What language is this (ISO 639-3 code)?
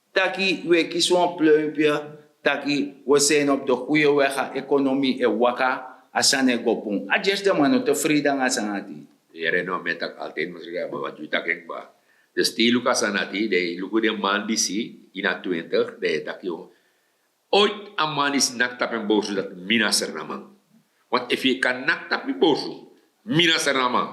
srn